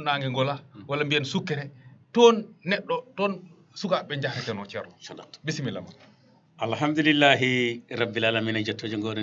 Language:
Fula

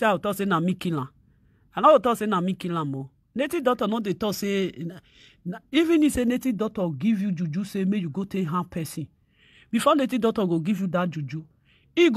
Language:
Nigerian Pidgin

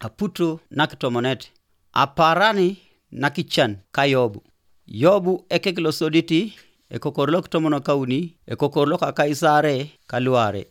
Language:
Teso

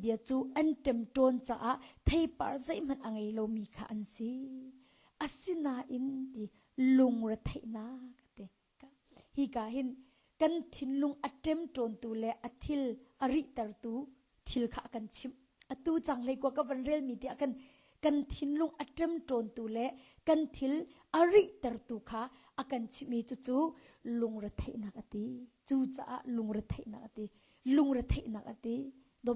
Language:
Hakha Chin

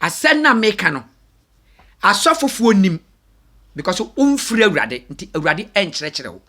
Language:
Akan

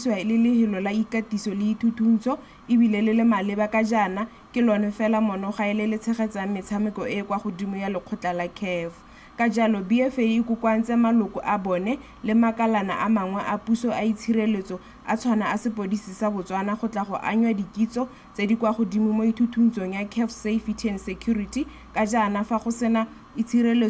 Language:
Tswana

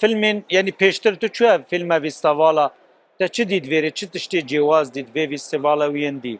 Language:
Kurdish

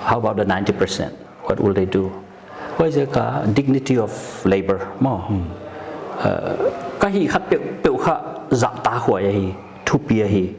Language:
Paite Chin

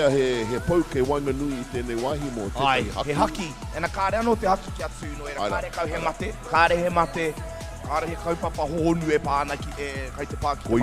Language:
Māori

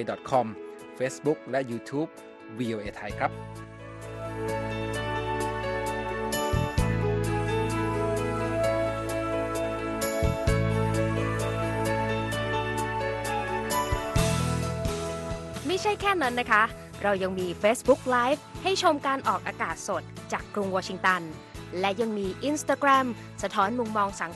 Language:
Thai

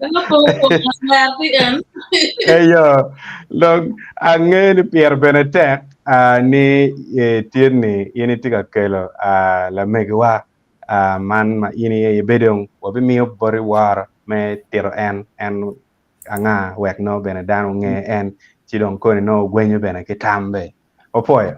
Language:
Acoli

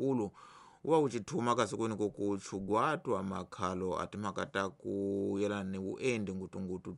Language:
Tsonga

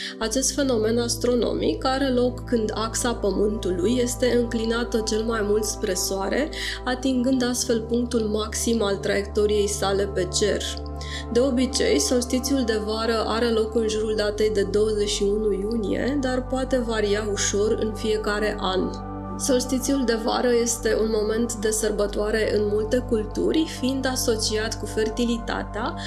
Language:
Romanian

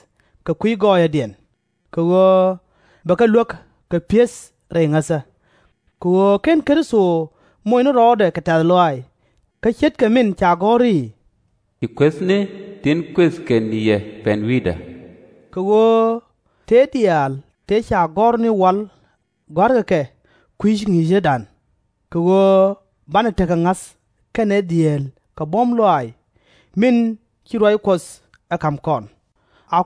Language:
Nuer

